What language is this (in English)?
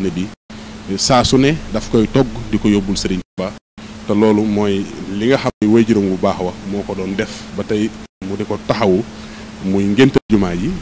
Wolof